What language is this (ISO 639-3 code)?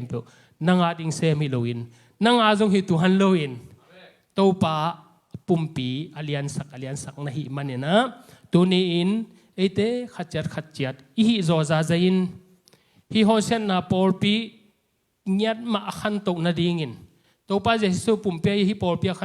ctd